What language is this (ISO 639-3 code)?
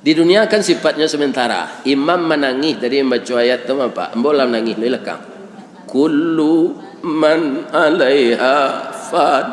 min